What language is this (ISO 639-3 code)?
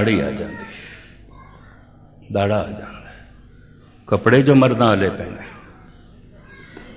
pan